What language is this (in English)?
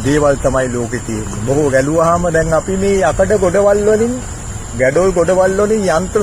Sinhala